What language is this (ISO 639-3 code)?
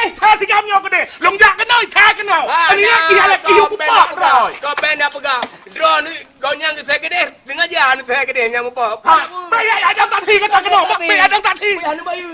ace